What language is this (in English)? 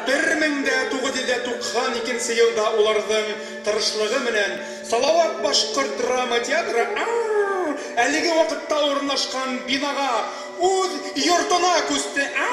Bashkir